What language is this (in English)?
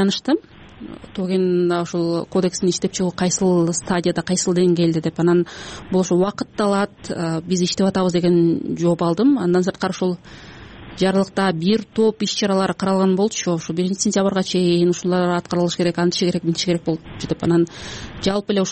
Kyrgyz